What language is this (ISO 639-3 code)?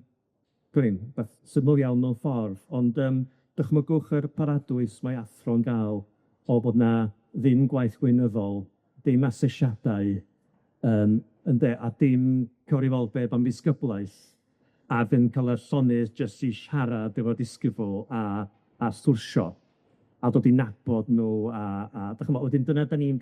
cym